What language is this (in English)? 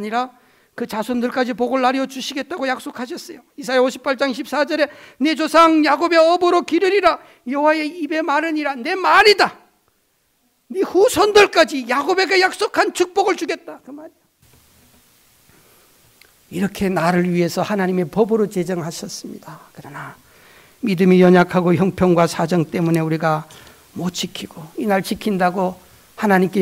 Korean